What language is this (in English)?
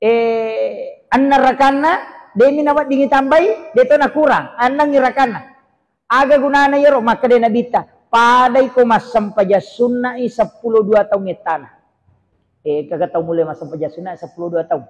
Buginese